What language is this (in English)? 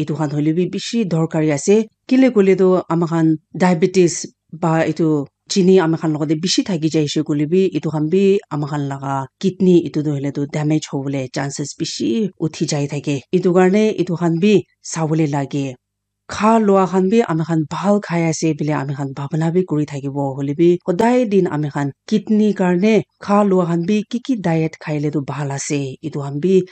Naga Pidgin